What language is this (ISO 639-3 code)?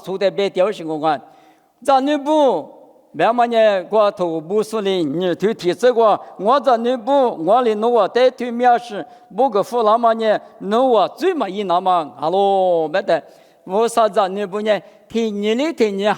lis